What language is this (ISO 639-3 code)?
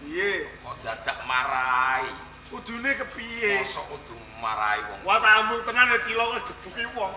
jav